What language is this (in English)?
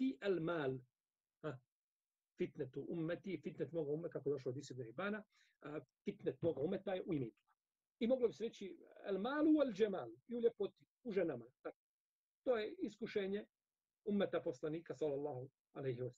Bosnian